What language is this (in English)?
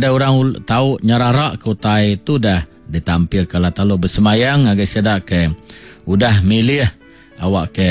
Iban